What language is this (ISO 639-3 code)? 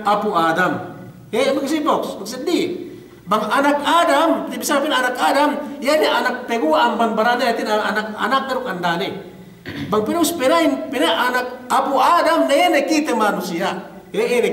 yka